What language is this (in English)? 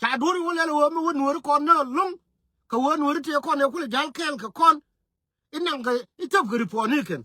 Nuer